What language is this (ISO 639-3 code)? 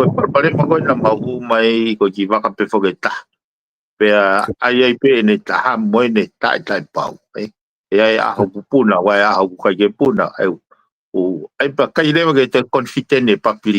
ton